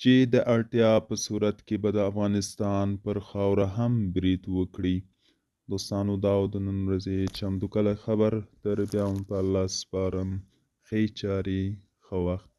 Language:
Pashto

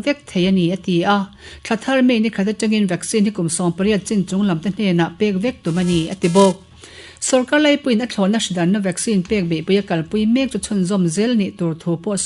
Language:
Mizo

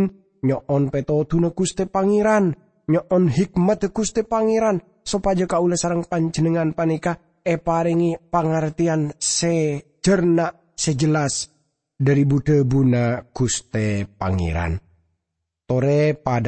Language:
Madurese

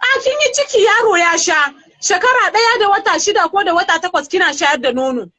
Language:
Hausa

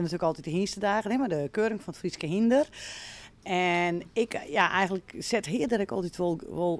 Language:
Western Frisian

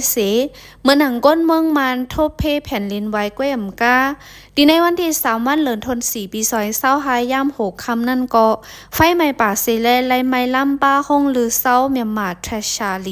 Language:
Shan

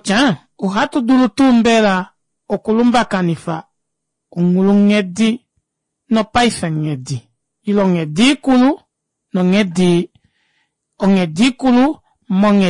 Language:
Kuanyama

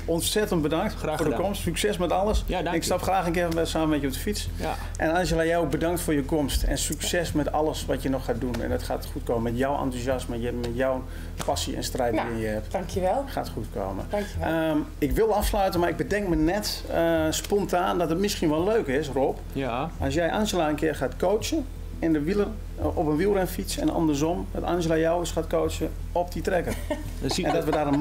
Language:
Dutch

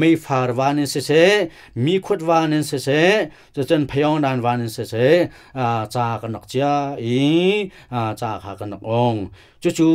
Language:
Hakha Chin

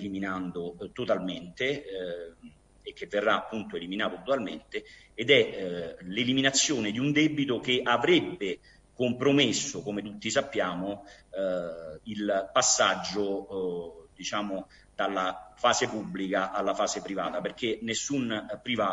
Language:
Italian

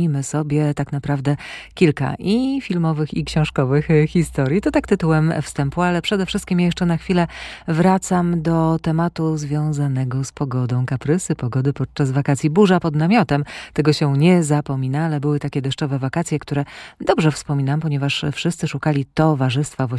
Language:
Polish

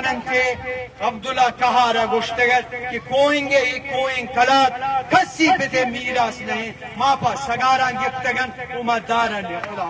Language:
Eastern Balochi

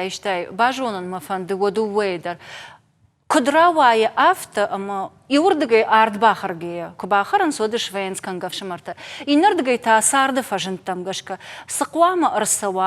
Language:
Ossetic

